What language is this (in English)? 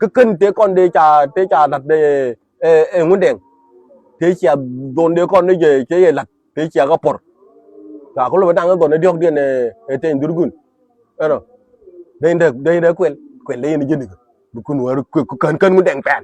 Nuer